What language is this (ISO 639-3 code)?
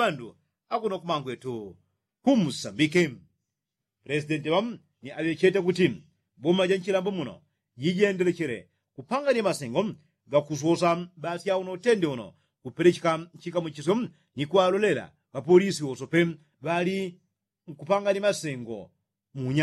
yao